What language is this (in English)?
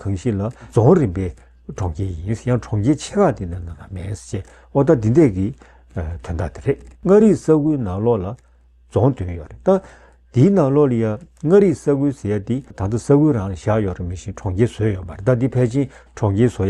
Tibetan